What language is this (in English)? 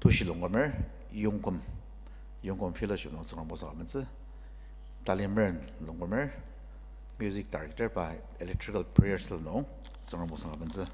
Ao Naga